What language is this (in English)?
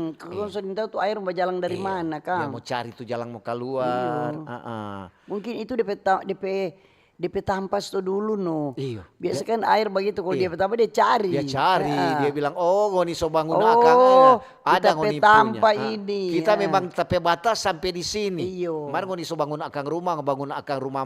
Manado Malay